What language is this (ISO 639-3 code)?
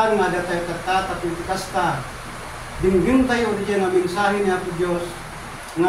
ilo